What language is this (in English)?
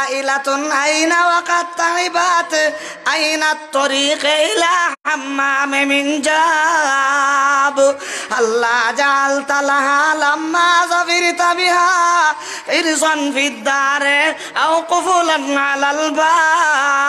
Sylheti